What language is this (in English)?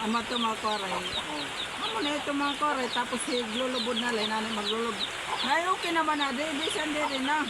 Waray